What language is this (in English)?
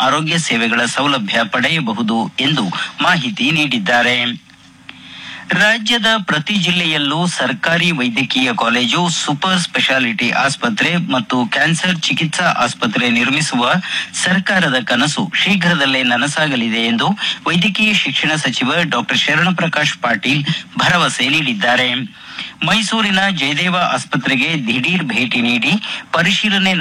Kannada